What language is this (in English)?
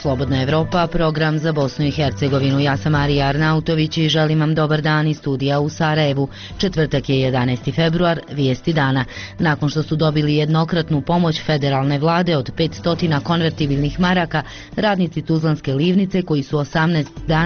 Bosnian